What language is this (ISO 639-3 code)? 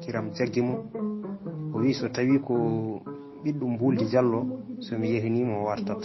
ful